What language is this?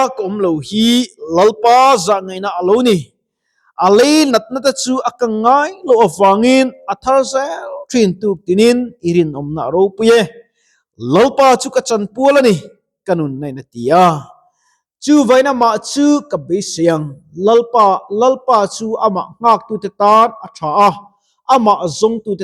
Mizo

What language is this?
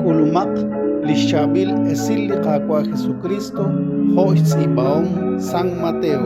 Kekchí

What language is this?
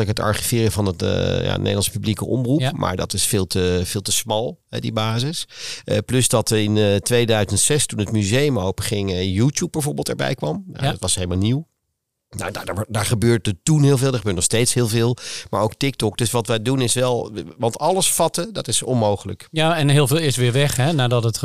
Dutch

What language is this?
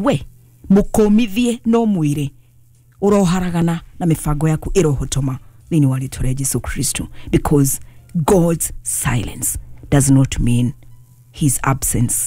Kikuyu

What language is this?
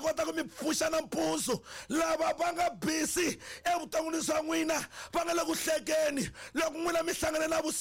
Tsonga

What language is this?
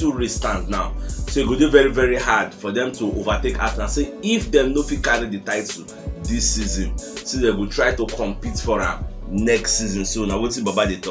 Nigerian Pidgin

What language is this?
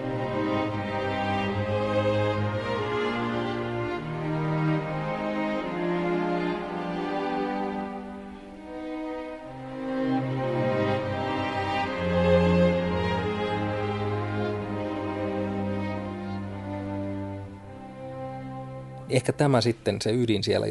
Finnish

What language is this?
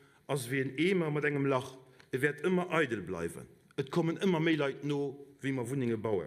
Luxembourgish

